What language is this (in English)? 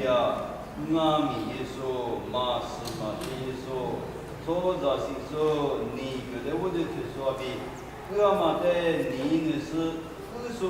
Lisu